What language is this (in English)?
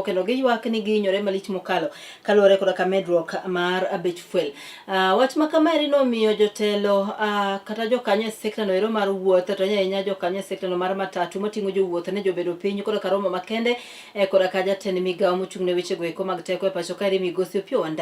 Luo (Kenya and Tanzania)